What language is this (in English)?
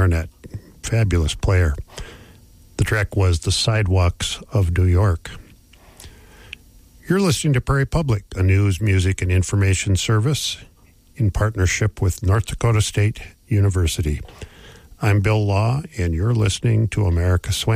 English